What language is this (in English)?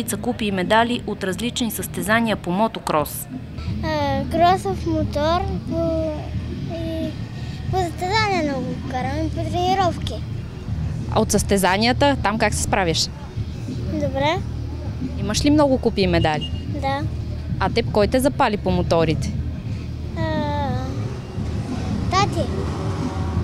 Bulgarian